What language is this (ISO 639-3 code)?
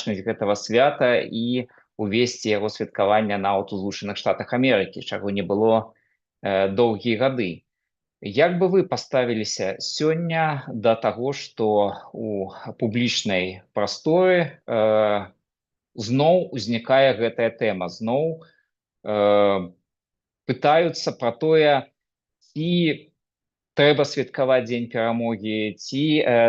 bel